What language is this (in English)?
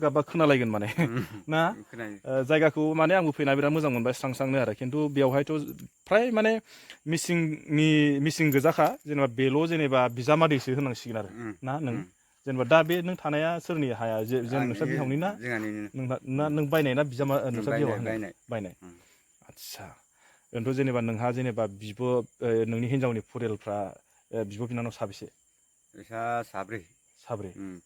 Bodo